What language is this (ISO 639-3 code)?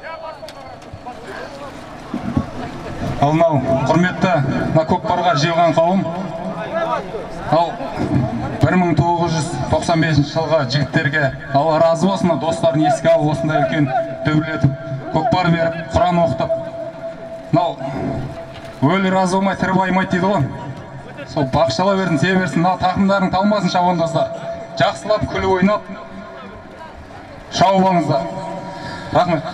kaz